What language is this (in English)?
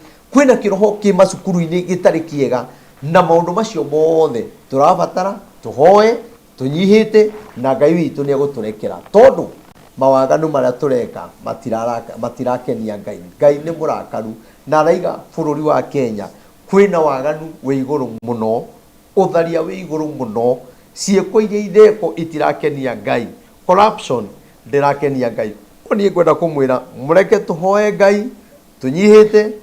Kikuyu